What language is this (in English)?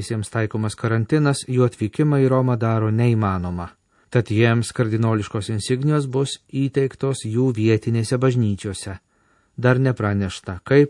Lithuanian